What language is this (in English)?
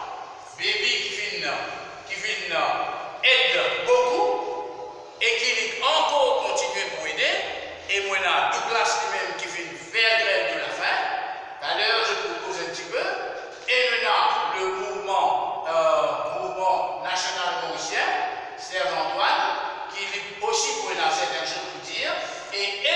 Morisyen